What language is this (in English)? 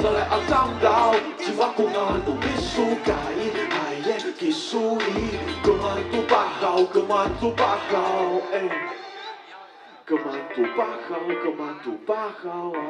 Chinese